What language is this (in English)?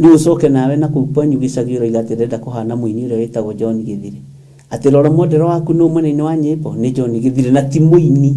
Kikuyu